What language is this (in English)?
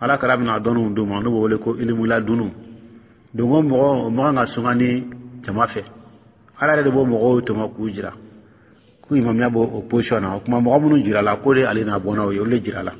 Dyula